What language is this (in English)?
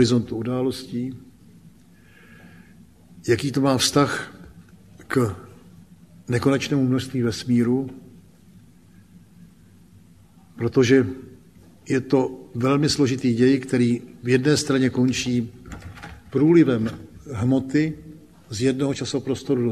Czech